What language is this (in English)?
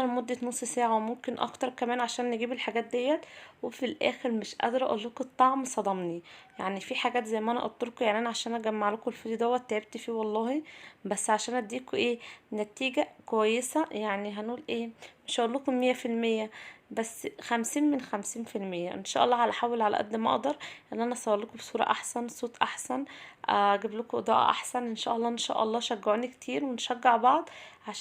Egyptian Arabic